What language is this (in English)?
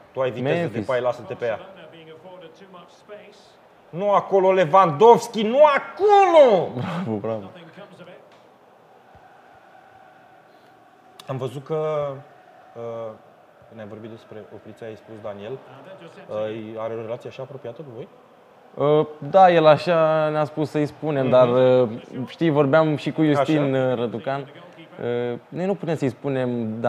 Romanian